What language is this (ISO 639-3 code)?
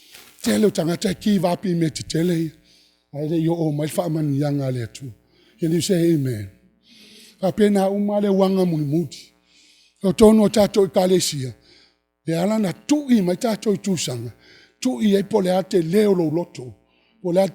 smo